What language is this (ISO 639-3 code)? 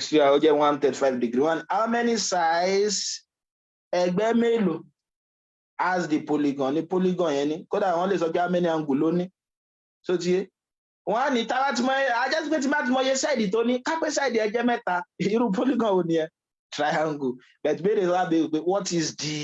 yor